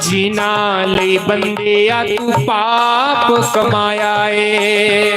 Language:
Dogri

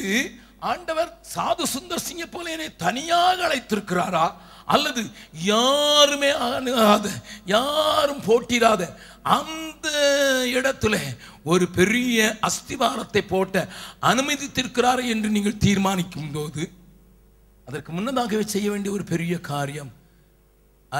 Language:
Tamil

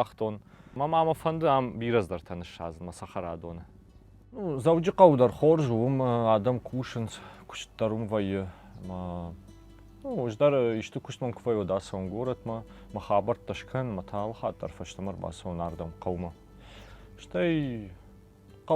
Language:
Ossetic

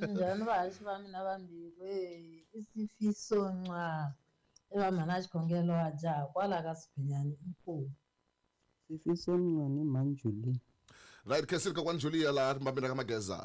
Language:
Tsonga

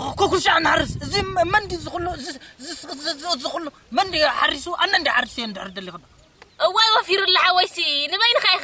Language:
Tigrinya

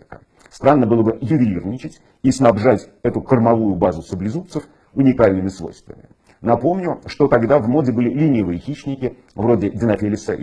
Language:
Russian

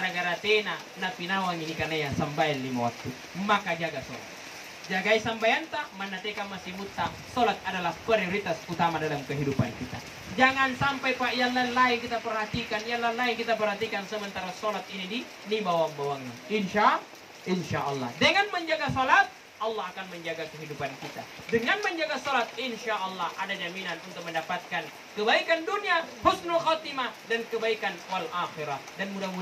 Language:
Makasar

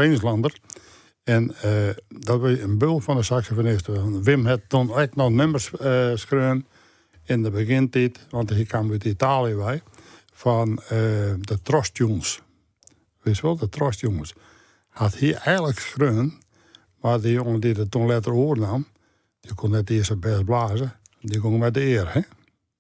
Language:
Western Frisian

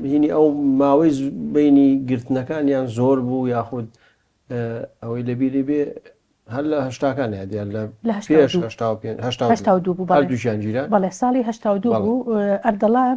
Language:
Central Kurdish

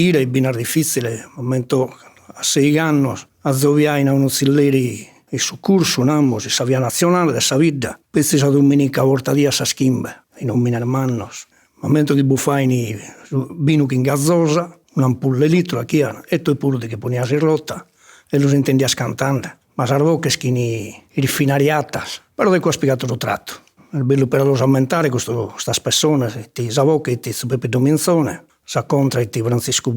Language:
Sardinian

